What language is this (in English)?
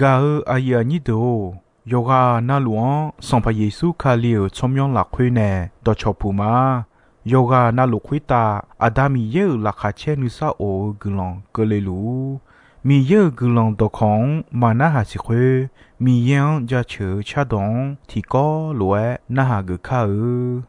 Akha